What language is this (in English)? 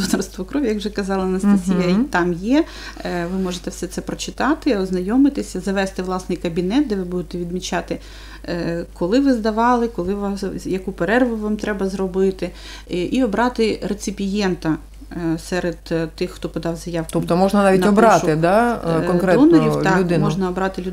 Ukrainian